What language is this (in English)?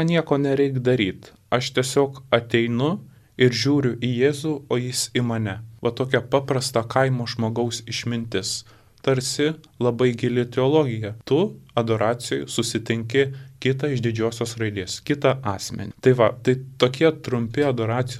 Lithuanian